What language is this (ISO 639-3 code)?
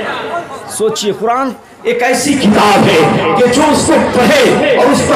urd